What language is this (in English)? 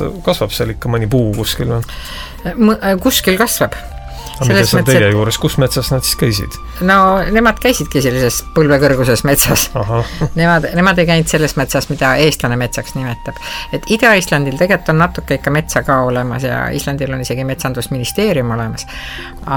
Estonian